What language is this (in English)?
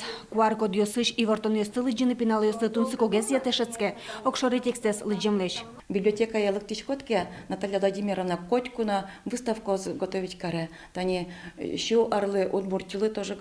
Udmurt